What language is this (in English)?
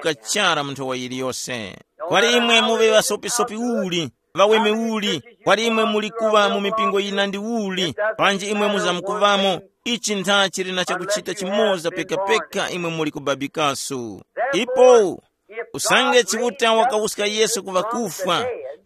Tumbuka